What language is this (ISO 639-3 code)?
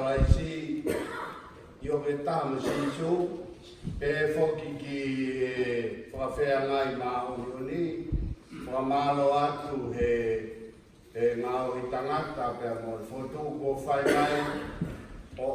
ton